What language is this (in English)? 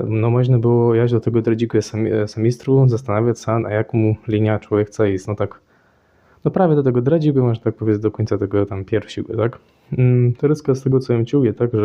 Kashubian